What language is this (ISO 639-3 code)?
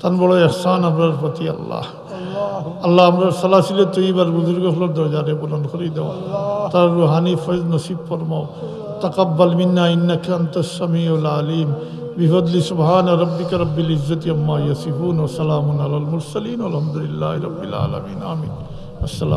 syl